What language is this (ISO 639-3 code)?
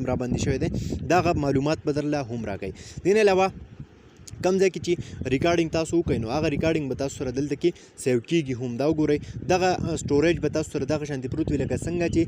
pus